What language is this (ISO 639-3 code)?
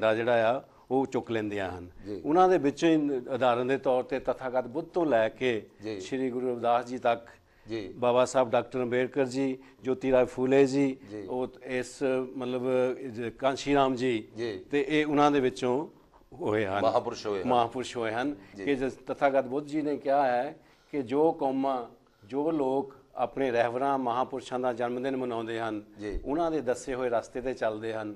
pan